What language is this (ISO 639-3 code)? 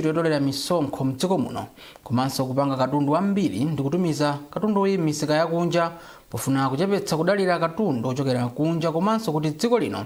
nya